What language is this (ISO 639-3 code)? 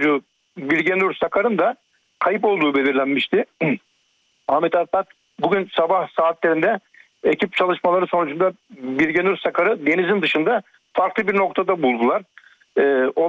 tur